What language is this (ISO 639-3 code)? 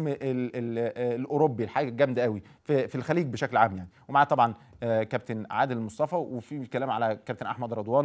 arz